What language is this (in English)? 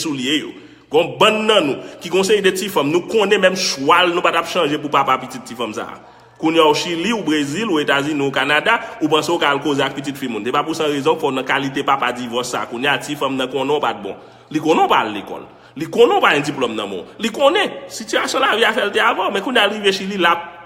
Haitian Creole